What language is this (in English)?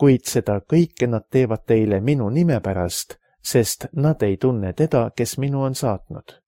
Estonian